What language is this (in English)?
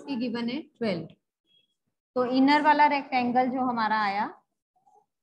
Hindi